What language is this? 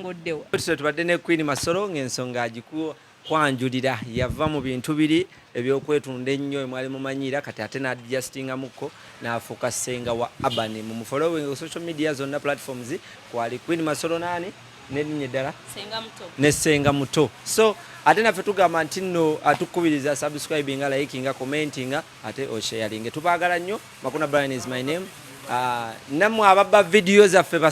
Ganda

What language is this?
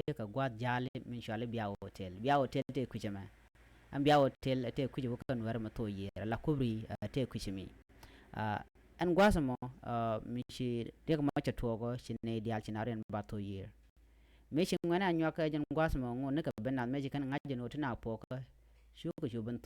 Nuer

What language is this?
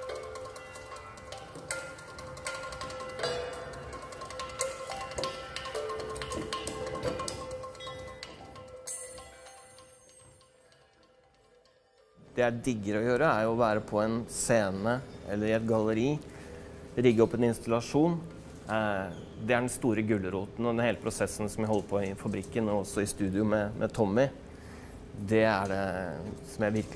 Norwegian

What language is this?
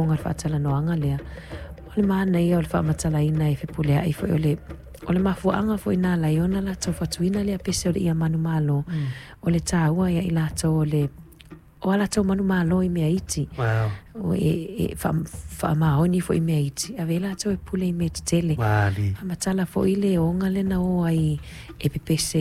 Samoan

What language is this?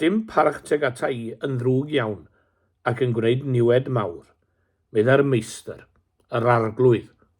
Welsh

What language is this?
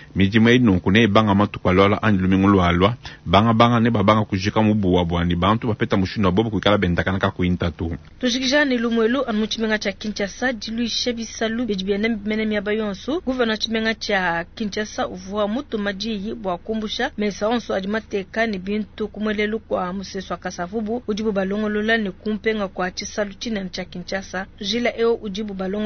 Luba-Lulua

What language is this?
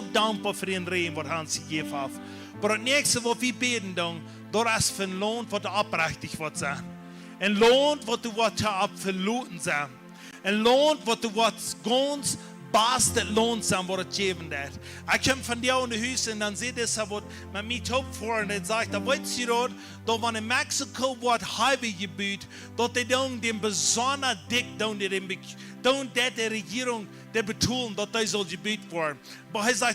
Plautdietsch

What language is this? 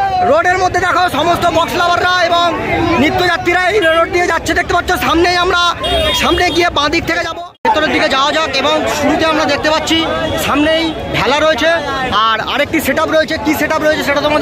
Bangla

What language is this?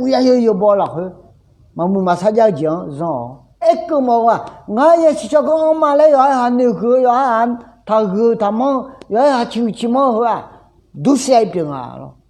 Akha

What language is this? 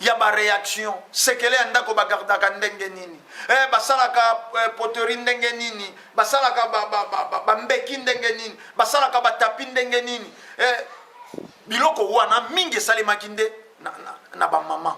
Lingala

